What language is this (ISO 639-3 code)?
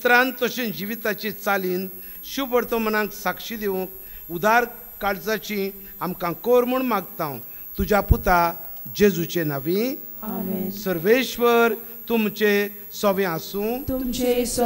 kok